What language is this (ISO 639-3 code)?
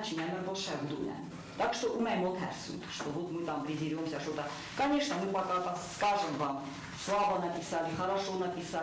oss